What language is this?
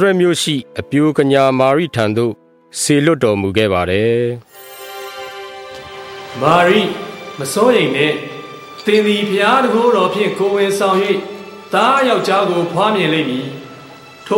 Burmese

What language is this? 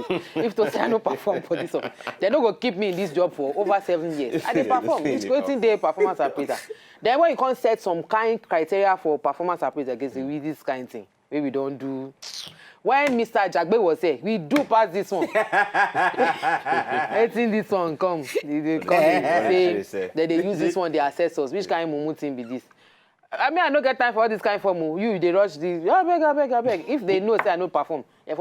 Nigerian Pidgin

